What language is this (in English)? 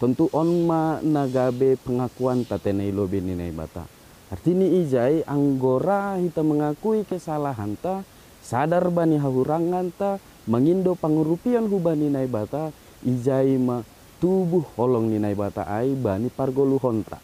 Batak Simalungun